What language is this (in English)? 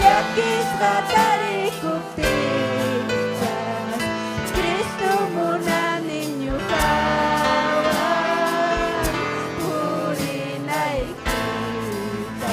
Ayacucho Quechua